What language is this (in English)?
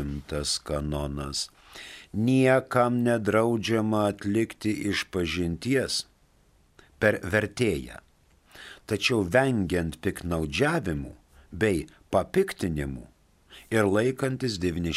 Lithuanian